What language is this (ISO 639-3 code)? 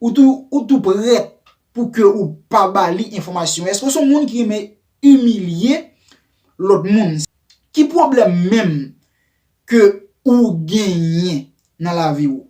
hat